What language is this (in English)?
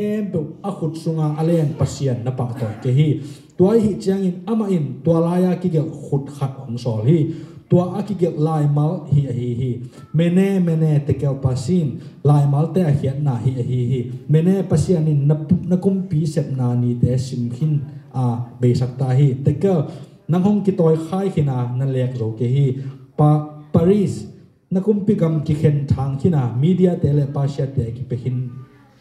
Tedim Chin